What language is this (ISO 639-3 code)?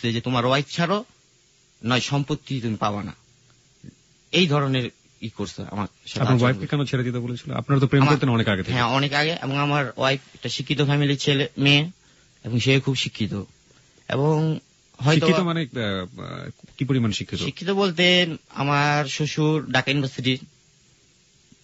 ben